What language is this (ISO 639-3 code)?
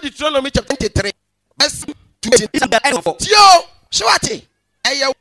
aka